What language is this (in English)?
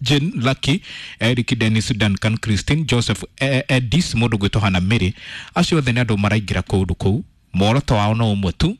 Kikuyu